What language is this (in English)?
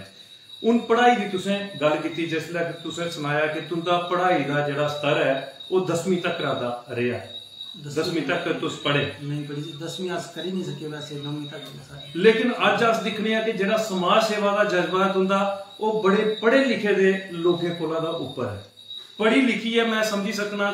Dogri